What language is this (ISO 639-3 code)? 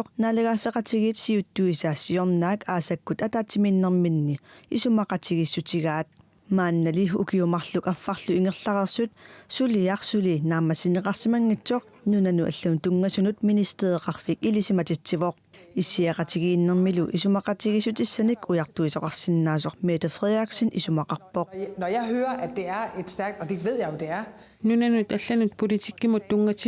kal